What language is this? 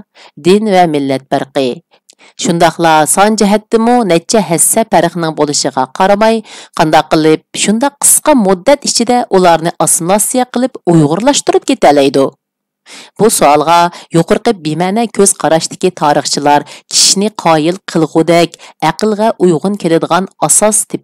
Uyghur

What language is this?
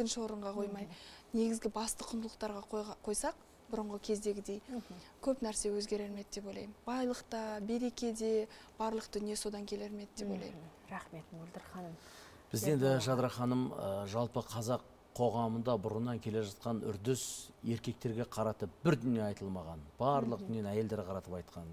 Kazakh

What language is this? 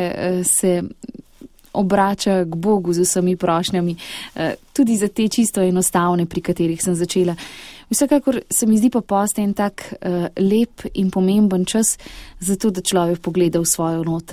Slovenian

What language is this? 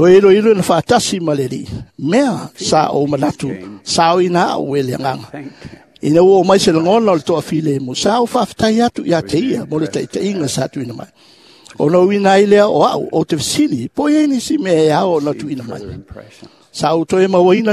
Samoan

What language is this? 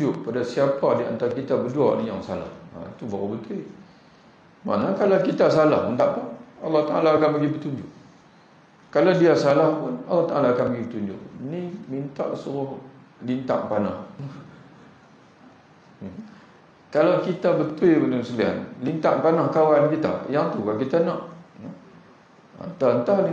Malay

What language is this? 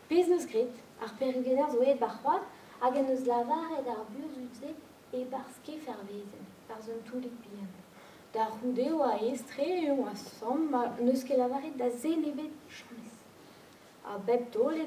Breton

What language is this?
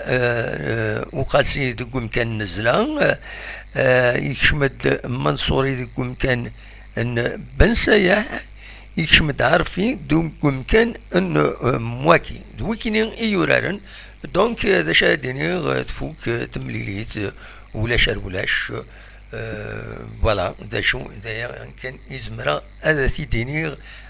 Kabyle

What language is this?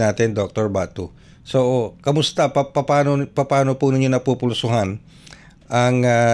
Filipino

